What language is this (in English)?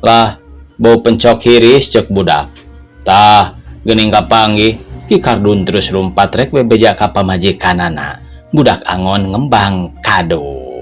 Sundanese